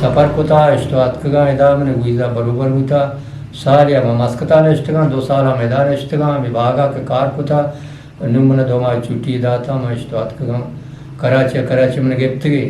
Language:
Eastern Balochi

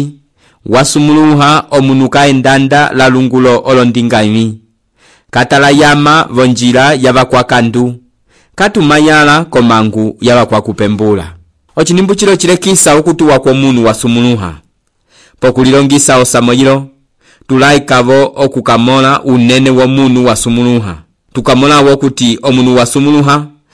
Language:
Umbundu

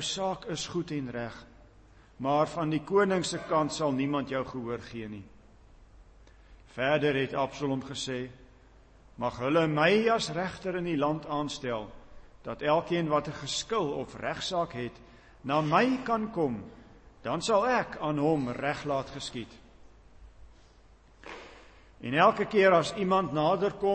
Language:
Afrikaans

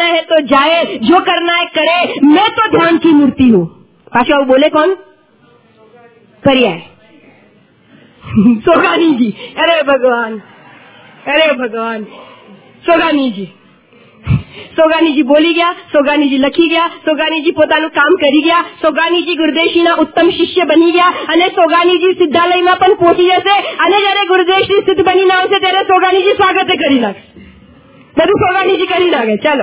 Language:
Gujarati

